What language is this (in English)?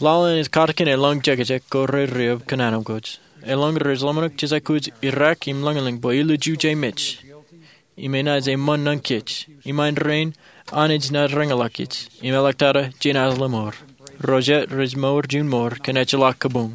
Marshallese